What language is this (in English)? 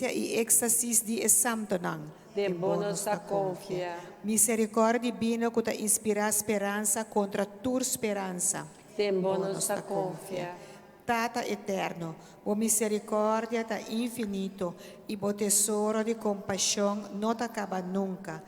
Papiamento